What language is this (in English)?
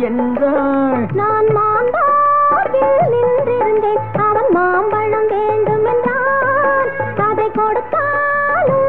Tamil